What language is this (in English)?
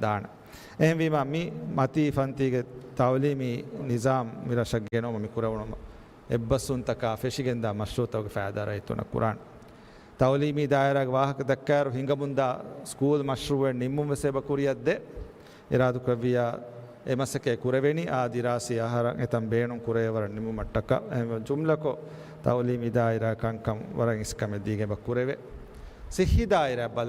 Divehi